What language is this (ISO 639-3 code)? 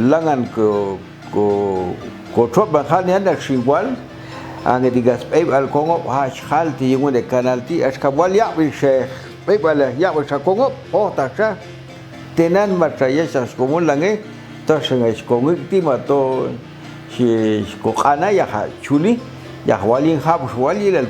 jac